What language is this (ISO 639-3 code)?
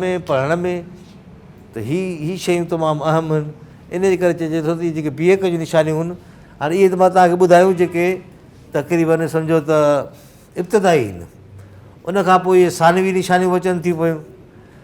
snd